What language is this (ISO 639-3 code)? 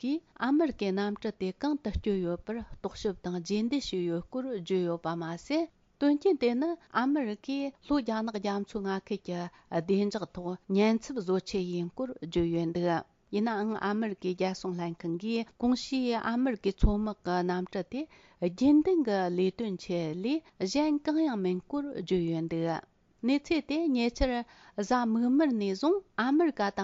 bod